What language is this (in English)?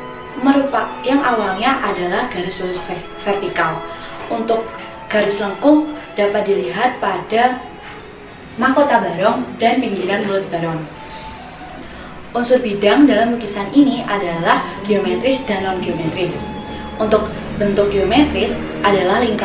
Indonesian